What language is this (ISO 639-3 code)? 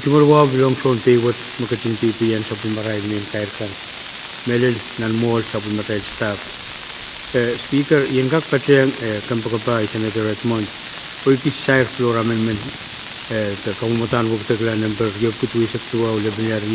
pon